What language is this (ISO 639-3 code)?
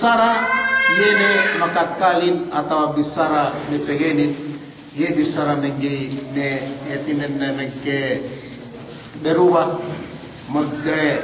yka